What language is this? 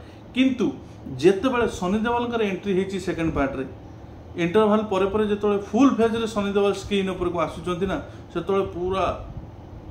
Odia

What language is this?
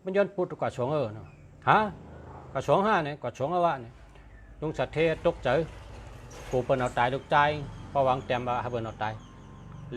Shan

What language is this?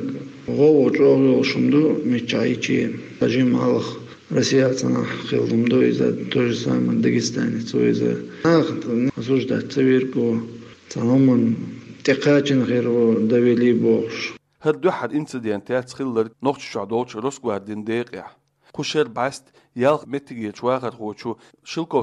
Chechen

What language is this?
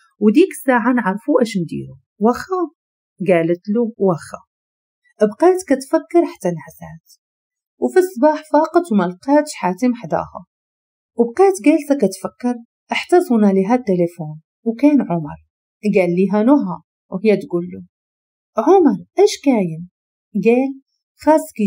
Moroccan Arabic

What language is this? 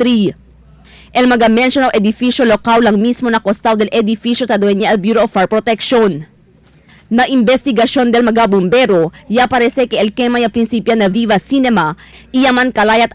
Chavacano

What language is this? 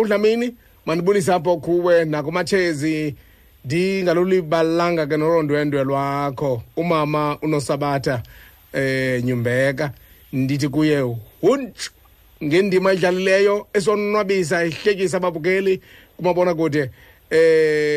Xhosa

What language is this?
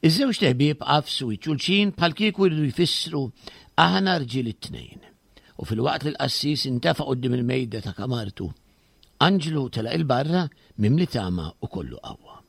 Maltese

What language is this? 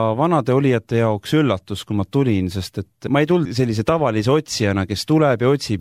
Estonian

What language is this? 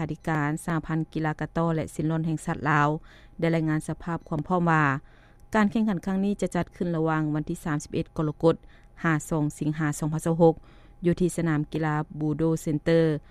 Lao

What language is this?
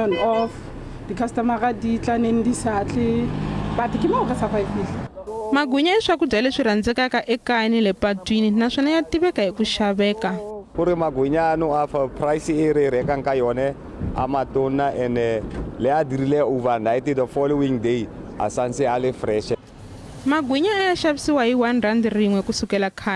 Tsonga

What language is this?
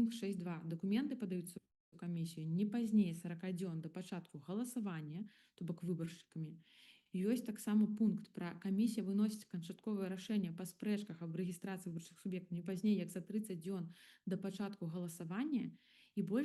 Belarusian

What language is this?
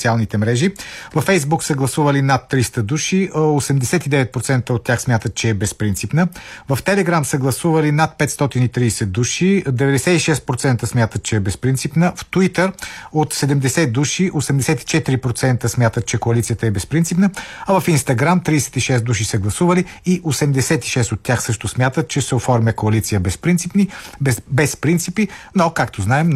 Bulgarian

